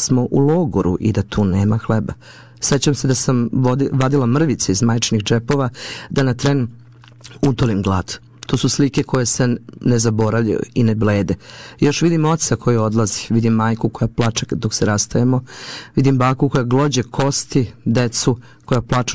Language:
Serbian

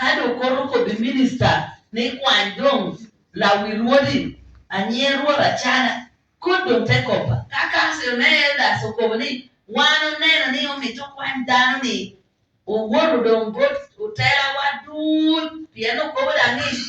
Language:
Acoli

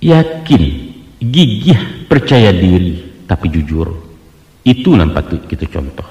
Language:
Minangkabau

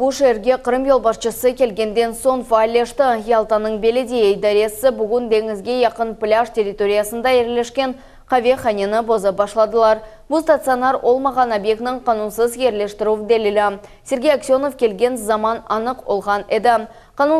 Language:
Crimean Tatar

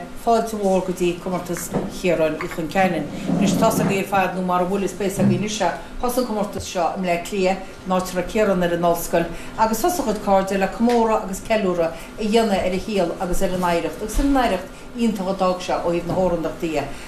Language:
Irish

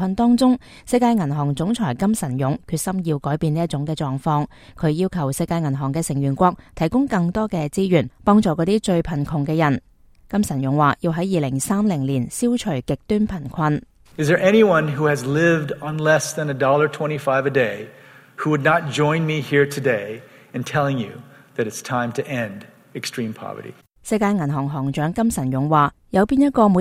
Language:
Cantonese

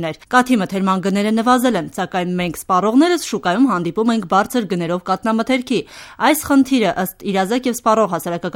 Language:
Armenian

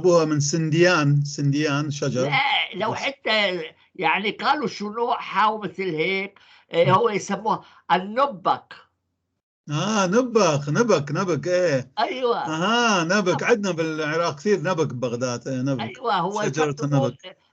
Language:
North Levantine Arabic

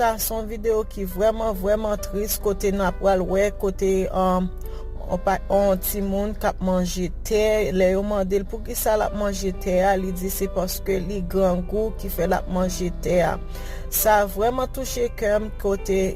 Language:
Haitian Creole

